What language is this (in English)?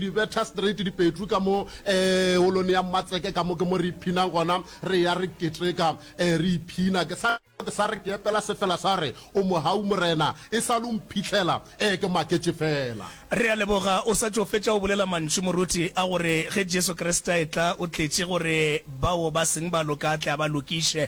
Northern Sotho